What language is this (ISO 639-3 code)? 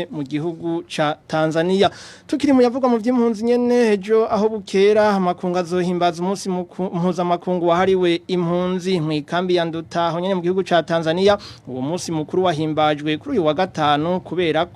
run